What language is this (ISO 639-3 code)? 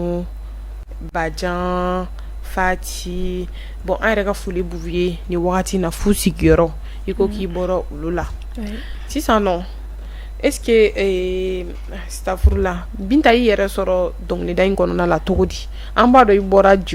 bam